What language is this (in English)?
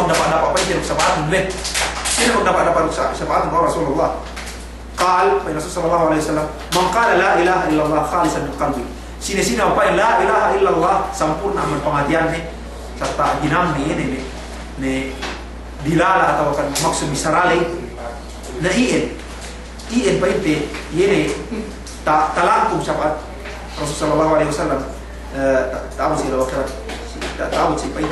Yakan